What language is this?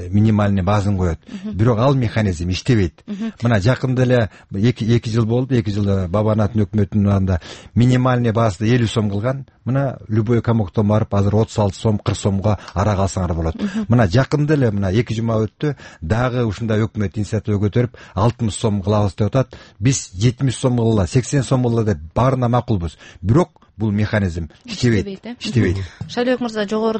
Kyrgyz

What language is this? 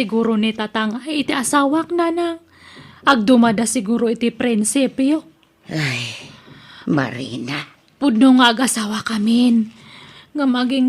Iloko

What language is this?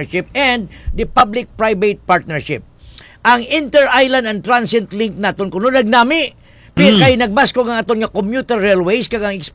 Hiligaynon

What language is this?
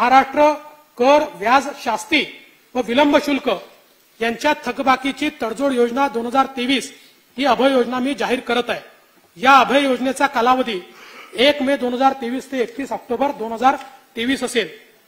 Marathi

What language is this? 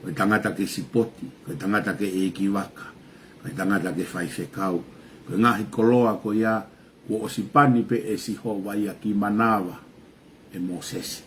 Tongan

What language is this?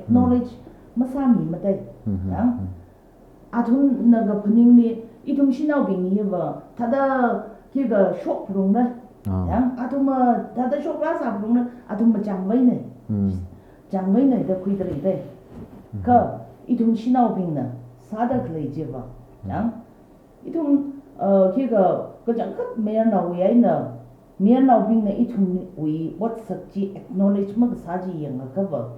Tangkhul Naga (India)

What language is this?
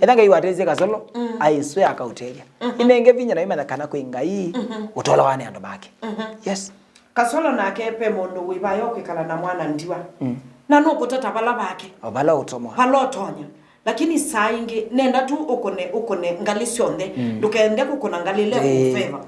Kamba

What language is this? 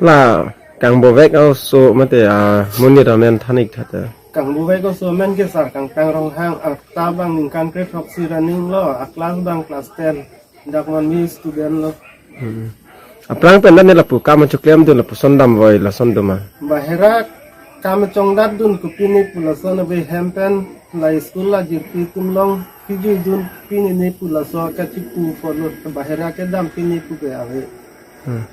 Karbi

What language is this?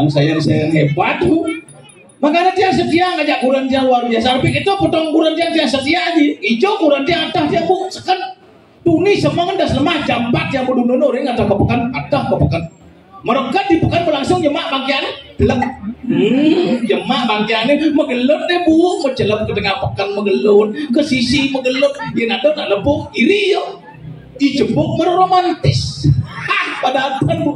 Balinese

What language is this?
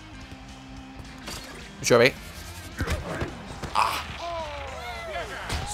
Swedish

